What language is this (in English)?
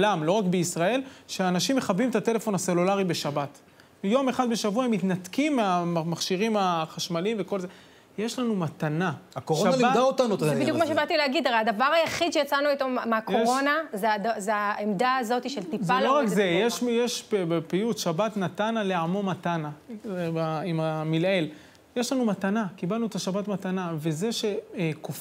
Hebrew